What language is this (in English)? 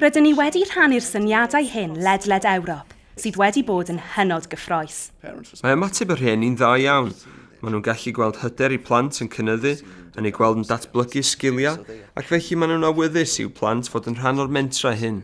Welsh